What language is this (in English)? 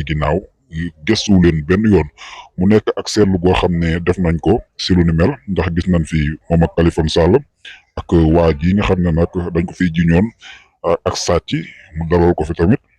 Wolof